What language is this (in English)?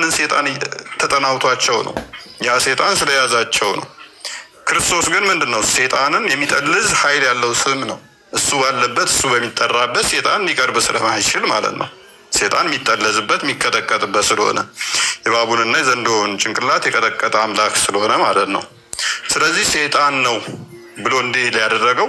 Amharic